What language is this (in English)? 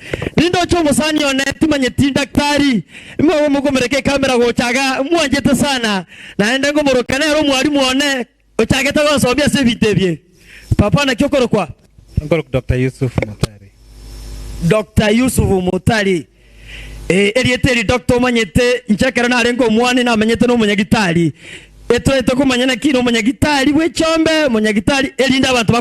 Gusii